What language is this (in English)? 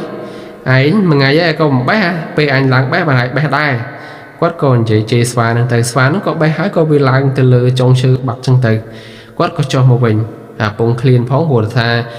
Khmer